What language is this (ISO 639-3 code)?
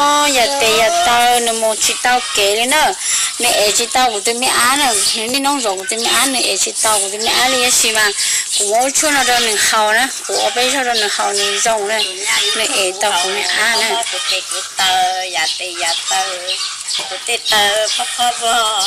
hmn